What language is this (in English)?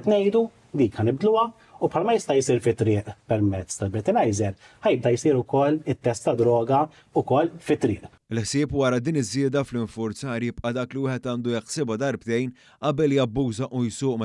Maltese